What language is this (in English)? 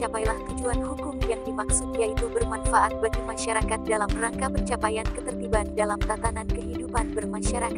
Indonesian